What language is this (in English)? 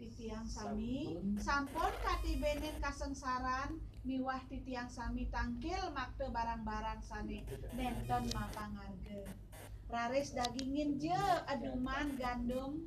Balinese